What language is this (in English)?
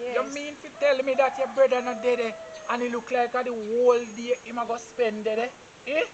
Jamaican Creole English